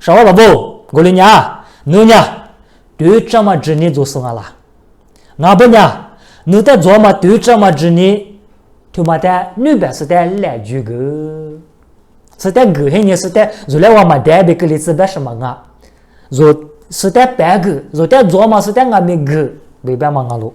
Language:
Lisu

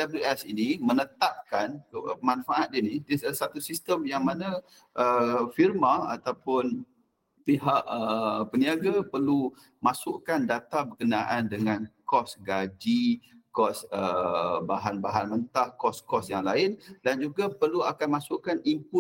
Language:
Malay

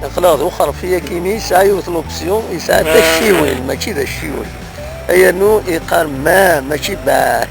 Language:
Kabyle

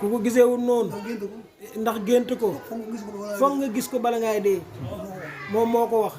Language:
Wolof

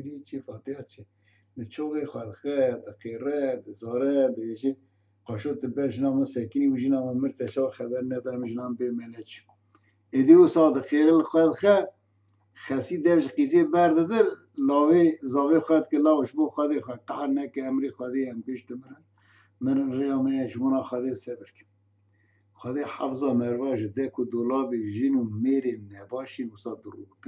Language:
Kurdish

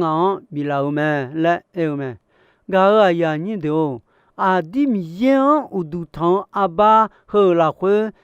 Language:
Akha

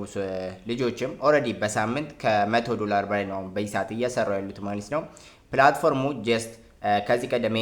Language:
Amharic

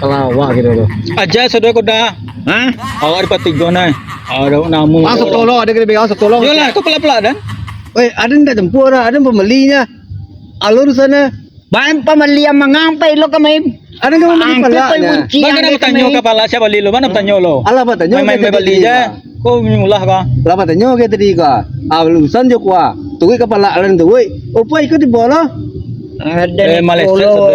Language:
Minangkabau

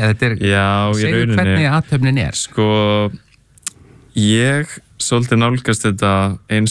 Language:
Icelandic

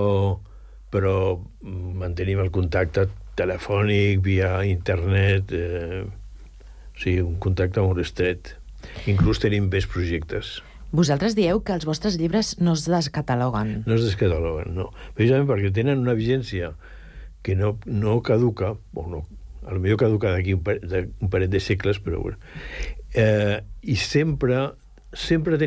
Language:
Catalan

